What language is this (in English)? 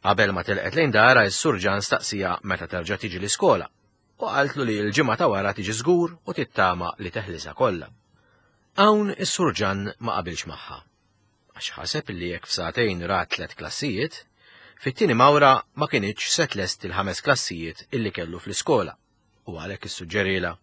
Maltese